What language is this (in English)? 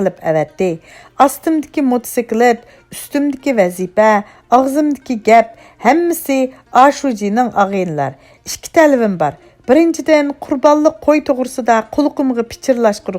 Uyghur